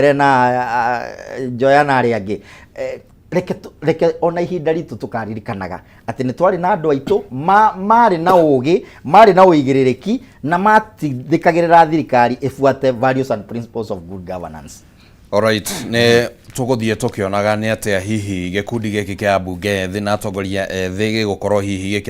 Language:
Kikuyu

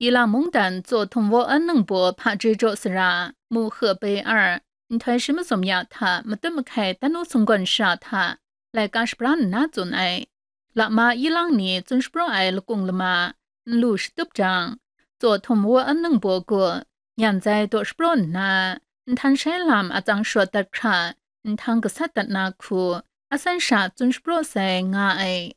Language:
Kachin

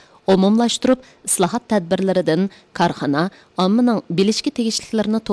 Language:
Uyghur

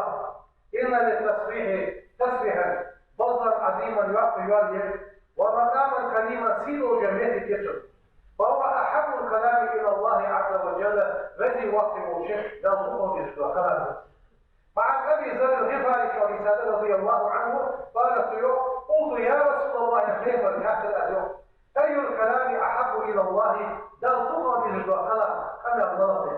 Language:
Ingush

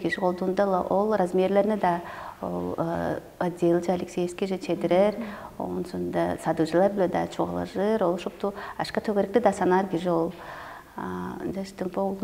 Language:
Tuvinian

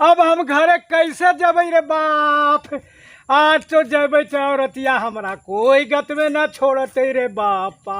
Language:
Magahi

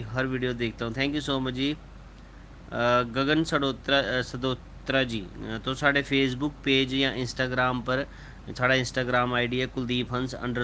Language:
Dogri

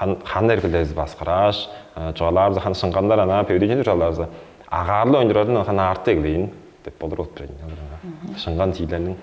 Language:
Tuvinian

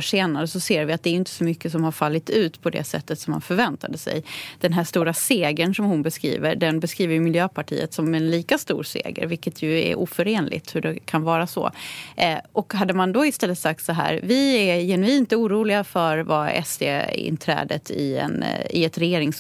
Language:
Swedish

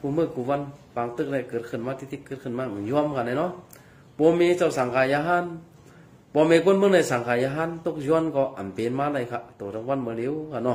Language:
Shan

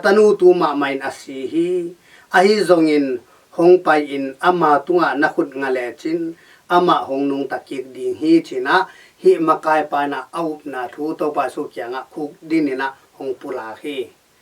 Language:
Tedim Chin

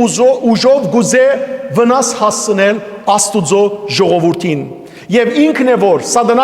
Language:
Western Armenian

